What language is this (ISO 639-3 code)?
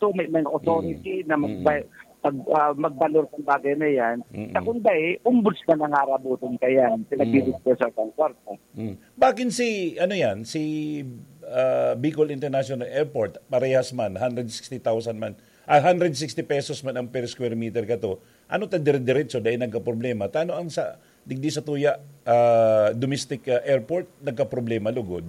bik